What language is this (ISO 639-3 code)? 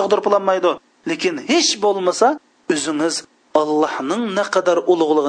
uig